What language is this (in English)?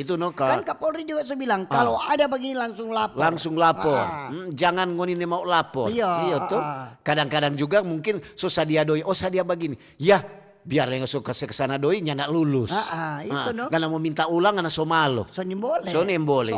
Manado Malay